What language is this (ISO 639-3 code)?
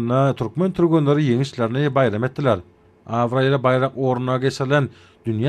tuk